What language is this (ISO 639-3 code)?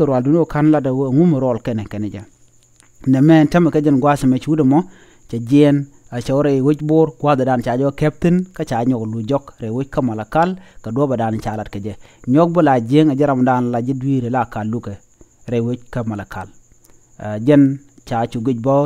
nus